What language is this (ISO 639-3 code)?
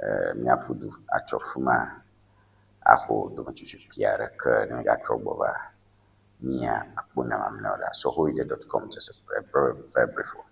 ewe